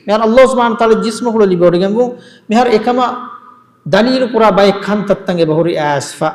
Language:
Divehi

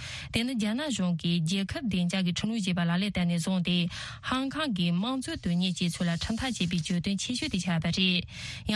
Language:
Tibetan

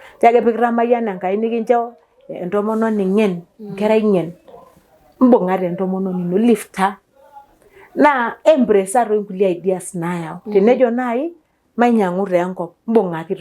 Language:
Masai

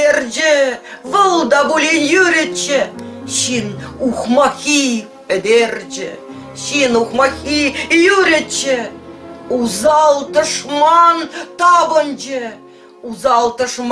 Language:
Chuvash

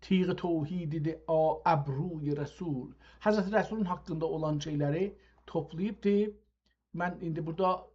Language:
South Azerbaijani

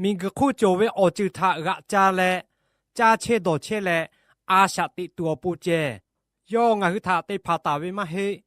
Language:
Lahu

